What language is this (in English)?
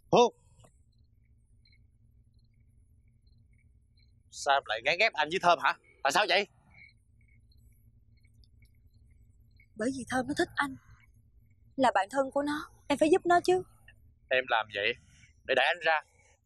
Vietnamese